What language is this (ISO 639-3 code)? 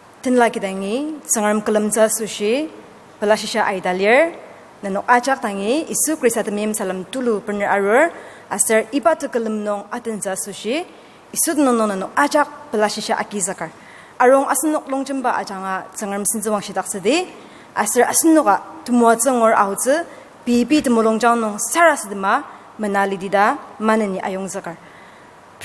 njo